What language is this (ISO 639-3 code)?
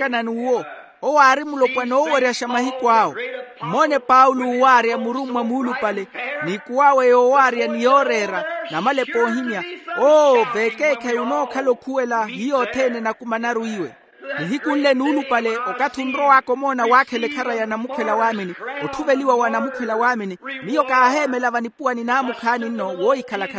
vmw